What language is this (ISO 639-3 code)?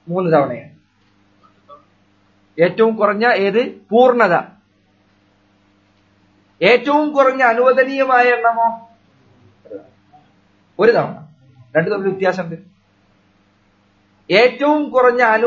mal